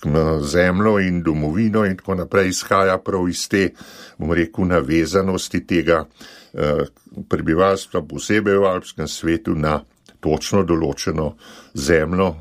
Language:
Slovenian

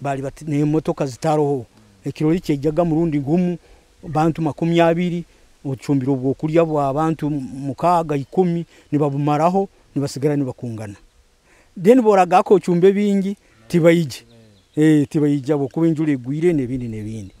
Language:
Nyoro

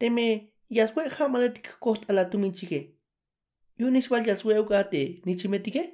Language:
Tzeltal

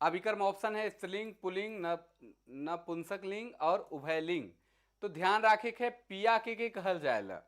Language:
Sadri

